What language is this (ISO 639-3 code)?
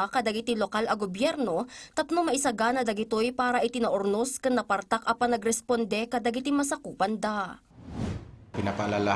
ilo